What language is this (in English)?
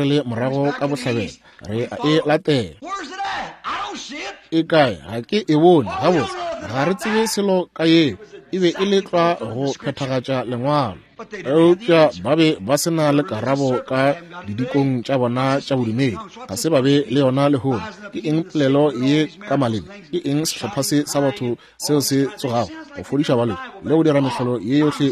Northern Sotho